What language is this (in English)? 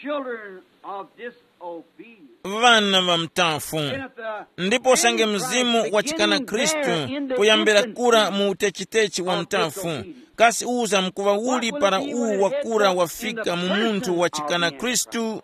Tumbuka